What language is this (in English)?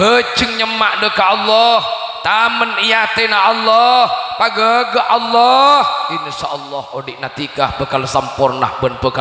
Madurese